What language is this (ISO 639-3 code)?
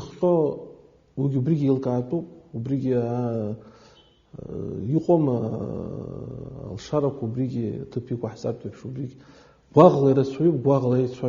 abk